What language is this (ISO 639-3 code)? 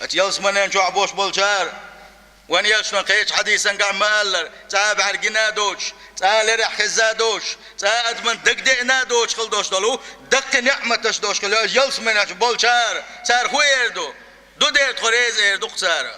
che